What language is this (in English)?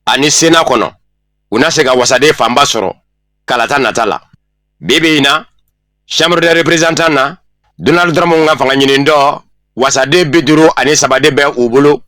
Bambara